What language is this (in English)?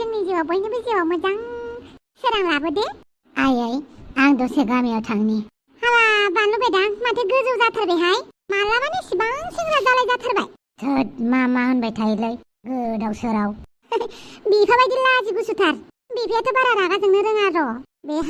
Bodo